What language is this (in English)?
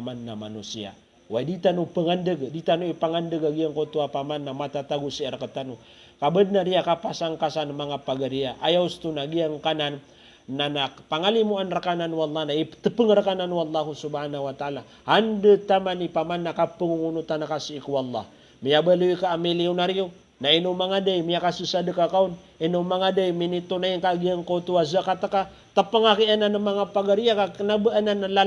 Maranao